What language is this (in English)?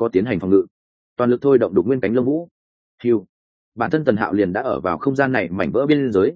Vietnamese